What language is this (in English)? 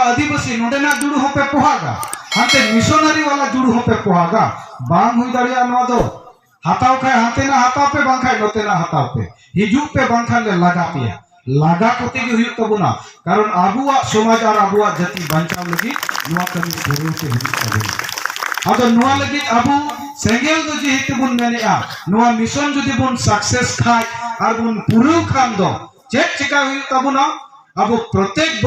Santali